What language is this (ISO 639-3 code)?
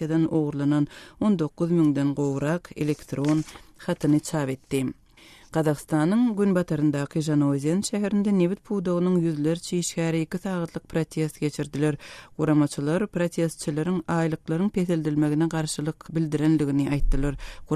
tuk